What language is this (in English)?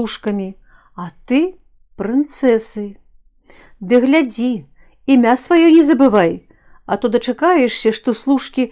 Belarusian